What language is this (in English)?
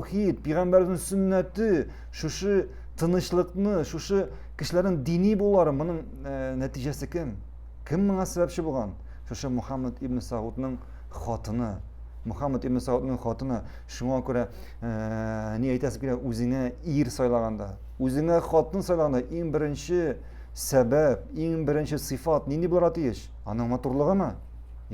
Tatar